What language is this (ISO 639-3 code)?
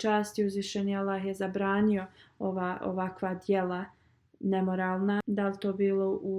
bos